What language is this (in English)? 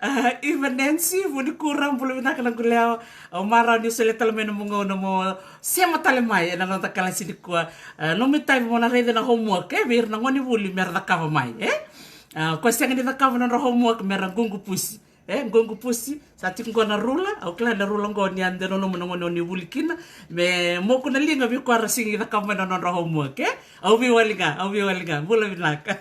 Fijian